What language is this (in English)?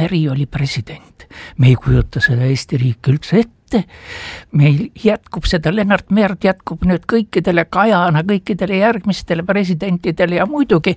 Estonian